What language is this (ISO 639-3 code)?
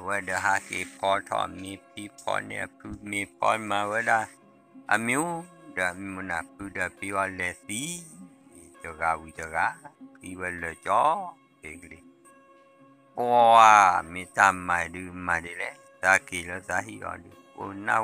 ksw